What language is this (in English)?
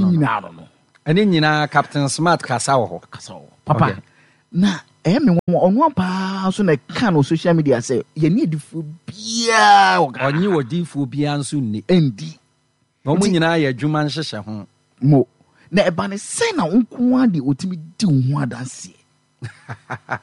Akan